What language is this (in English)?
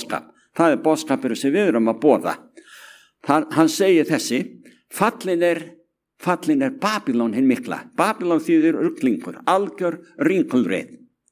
Icelandic